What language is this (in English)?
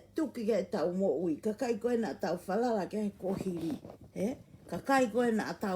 Tongan